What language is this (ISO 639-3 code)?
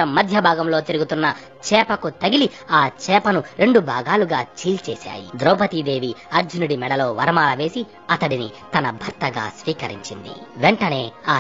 tel